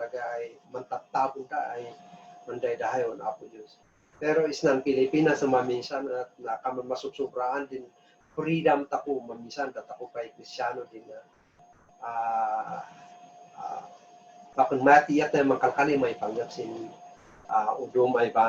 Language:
Kankanaey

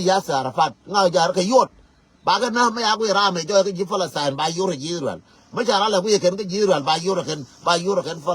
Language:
Nuer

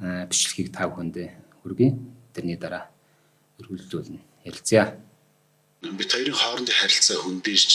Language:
Mongolian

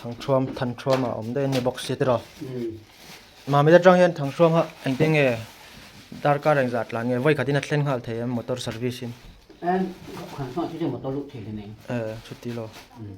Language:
Hmar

